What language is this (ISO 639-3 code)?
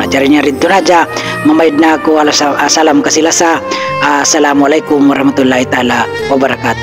tsg